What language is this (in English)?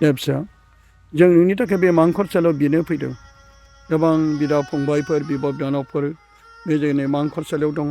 Bodo